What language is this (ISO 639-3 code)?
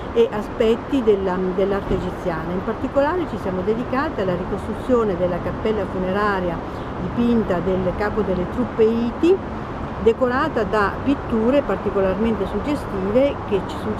ita